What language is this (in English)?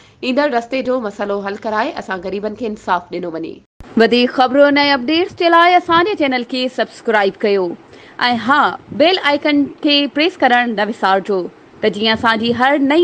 Sindhi